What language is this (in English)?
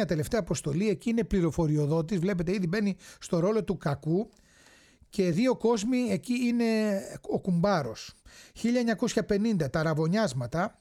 Greek